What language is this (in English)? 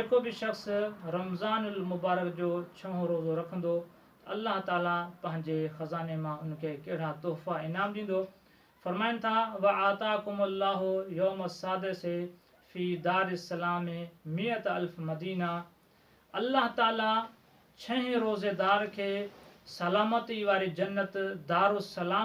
Sindhi